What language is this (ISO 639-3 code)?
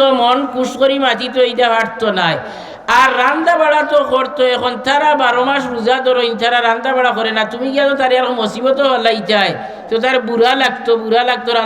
syl